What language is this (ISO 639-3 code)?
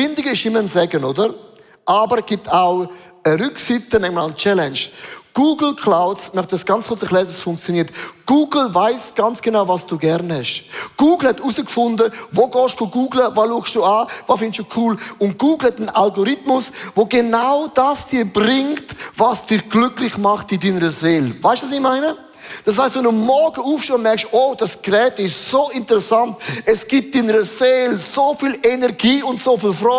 gsw